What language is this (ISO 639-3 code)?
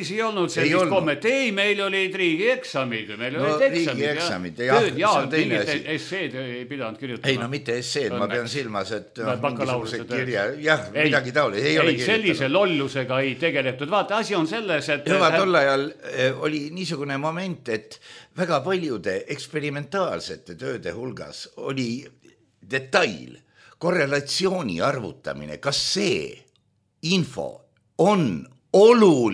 est